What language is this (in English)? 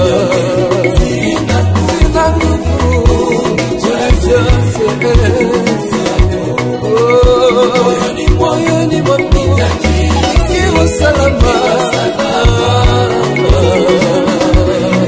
Swahili